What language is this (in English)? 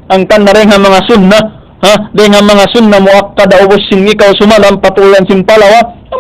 Tausug